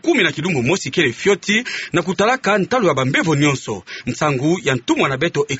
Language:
Kituba (Democratic Republic of Congo)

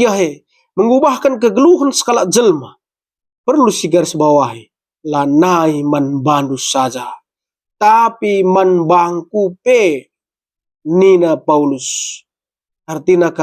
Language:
Batak Karo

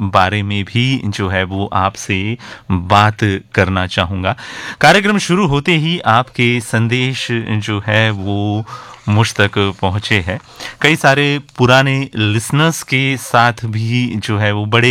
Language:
Hindi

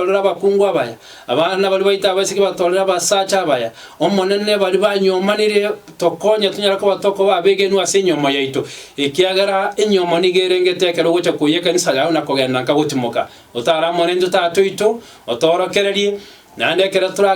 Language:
Gusii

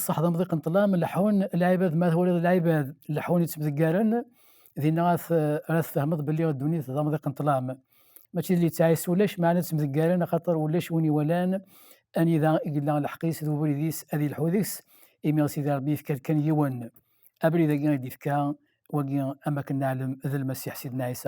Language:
Kabyle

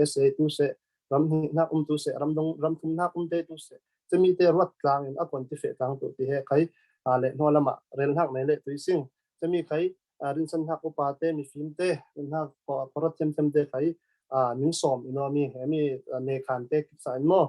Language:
Falam Chin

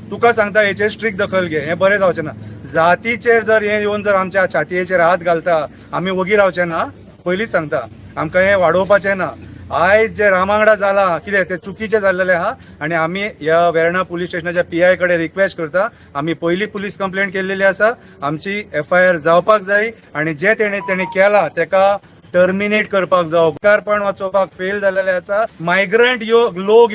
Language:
Konkani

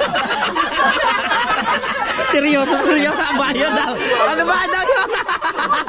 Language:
Filipino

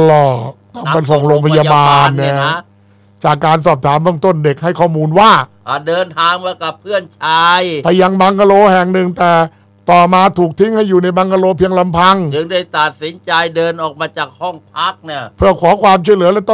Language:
Thai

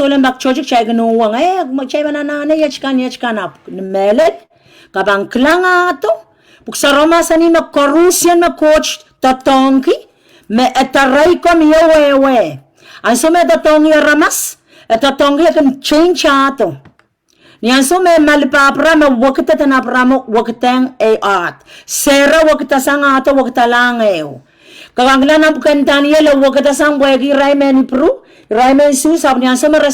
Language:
Pohnpeian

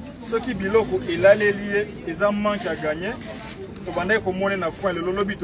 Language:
Lingala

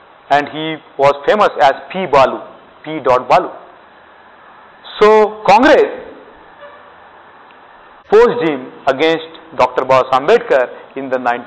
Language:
English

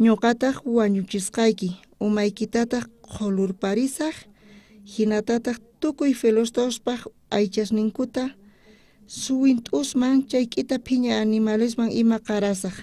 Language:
South Bolivian Quechua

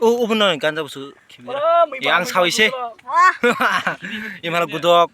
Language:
Kok Borok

